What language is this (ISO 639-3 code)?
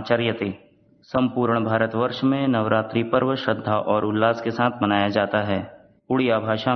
san